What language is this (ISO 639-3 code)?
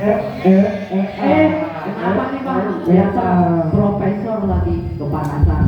bew